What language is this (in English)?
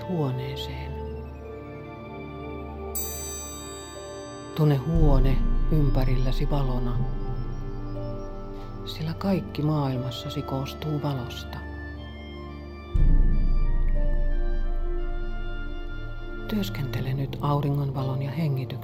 Finnish